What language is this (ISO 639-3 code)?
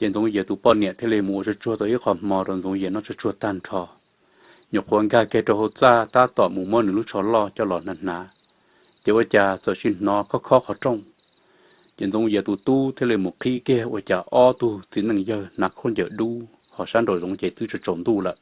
hmn